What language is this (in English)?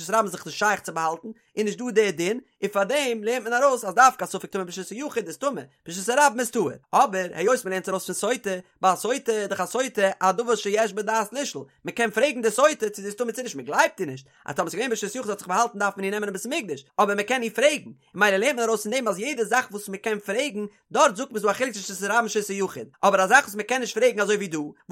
Yiddish